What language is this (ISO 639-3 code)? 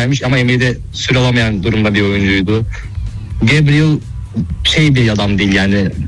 tur